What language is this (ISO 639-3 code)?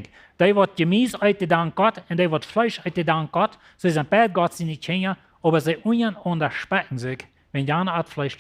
pdt